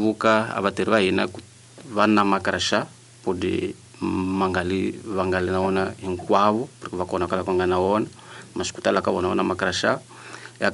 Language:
Tsonga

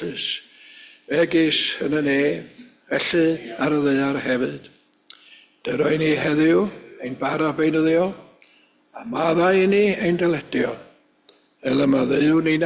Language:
Welsh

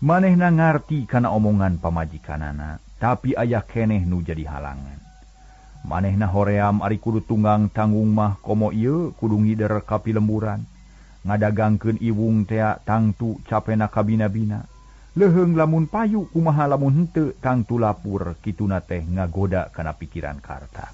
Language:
Sundanese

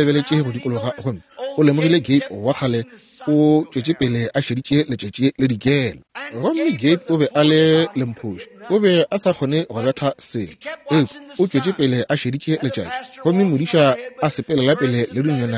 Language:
Northern Sotho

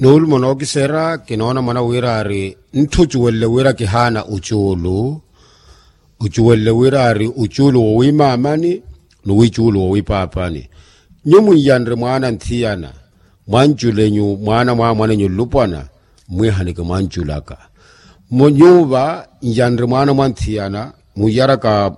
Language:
Makhuwa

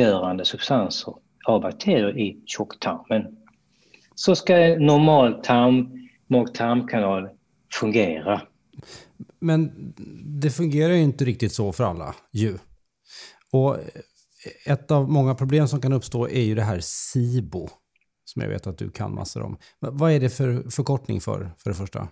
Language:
Swedish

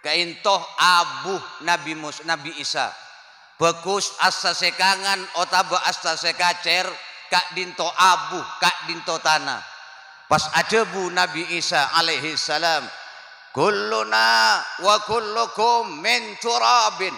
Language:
Madurese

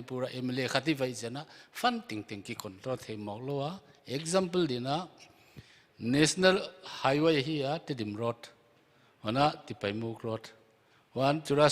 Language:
Paite Chin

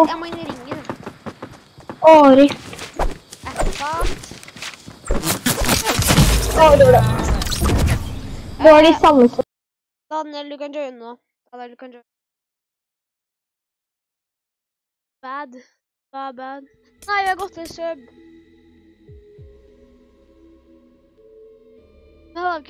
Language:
Norwegian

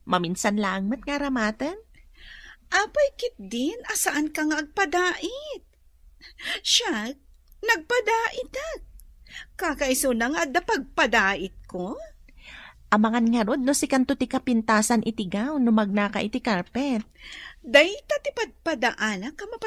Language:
Iloko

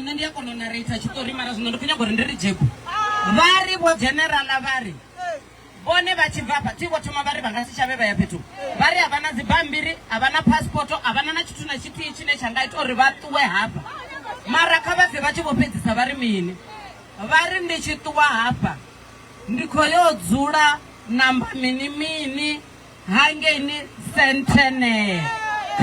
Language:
Venda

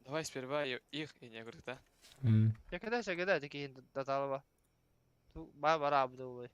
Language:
Yakut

